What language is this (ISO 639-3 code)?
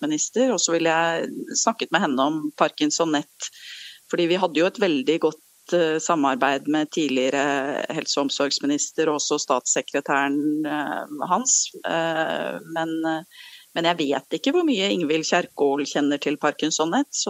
nor